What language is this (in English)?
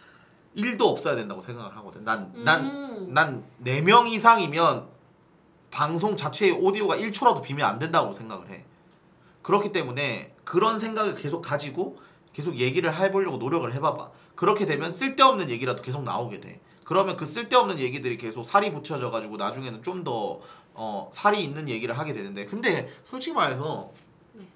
Korean